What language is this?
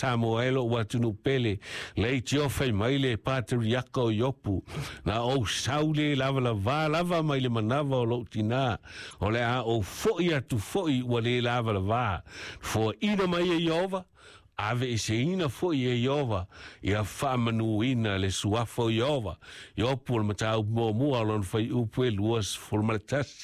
Samoan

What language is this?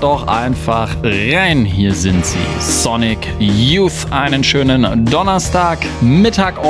German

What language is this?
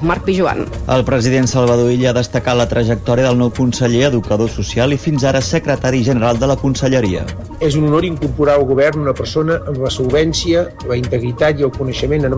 Catalan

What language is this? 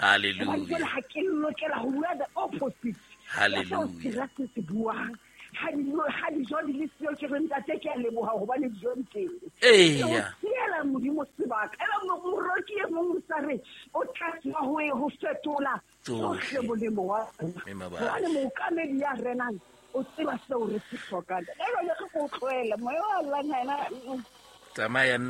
Southern Sotho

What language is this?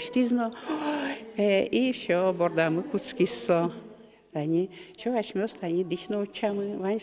Udmurt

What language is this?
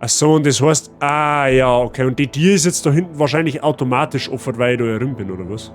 Bavarian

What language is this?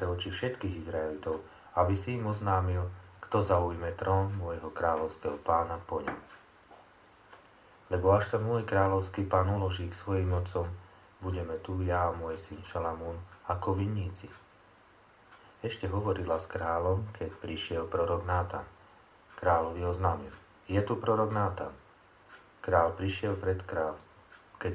Slovak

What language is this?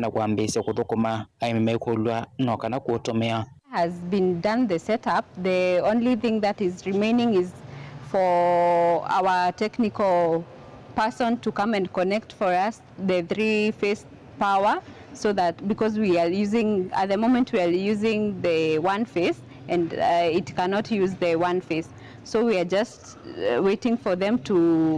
Kamba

